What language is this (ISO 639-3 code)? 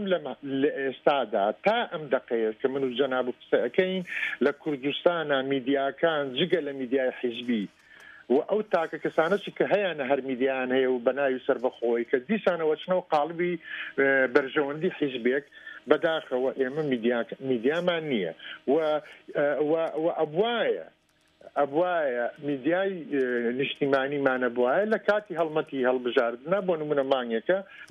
ckb